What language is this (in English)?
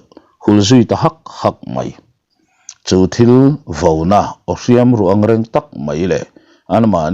Mizo